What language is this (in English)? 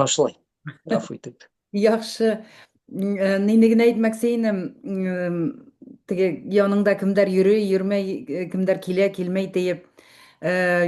Bashkir